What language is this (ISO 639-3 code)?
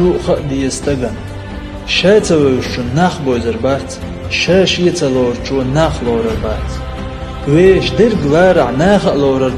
che